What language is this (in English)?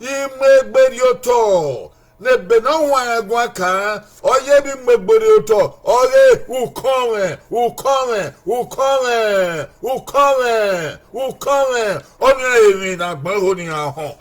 Bini